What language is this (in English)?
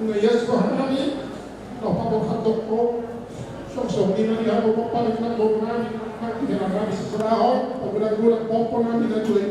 Batak Toba